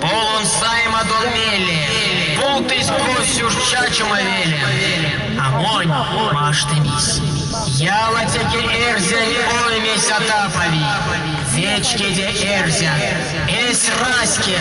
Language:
Erzya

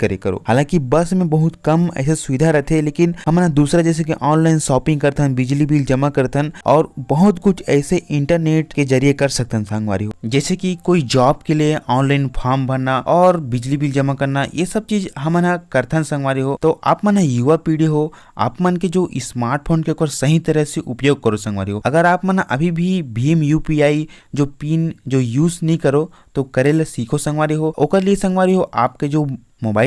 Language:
Chhattisgarhi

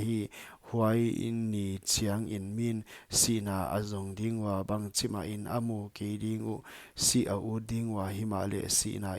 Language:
Paite Chin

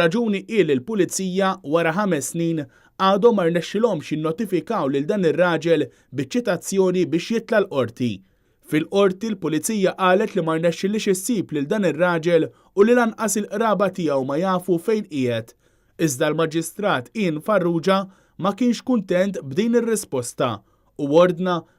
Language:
Maltese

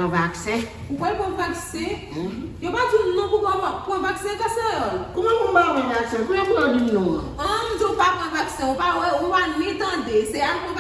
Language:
Haitian Creole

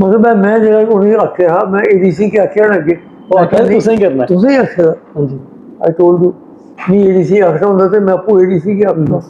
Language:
Dogri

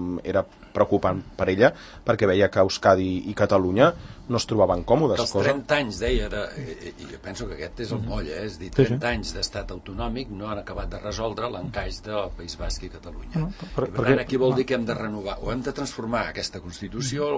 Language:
Catalan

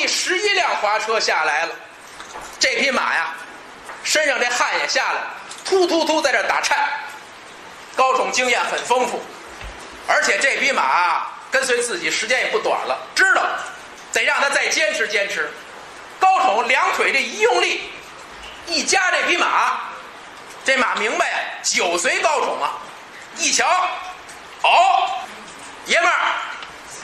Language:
Chinese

